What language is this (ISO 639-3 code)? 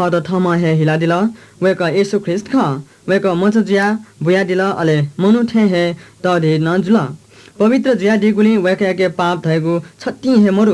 new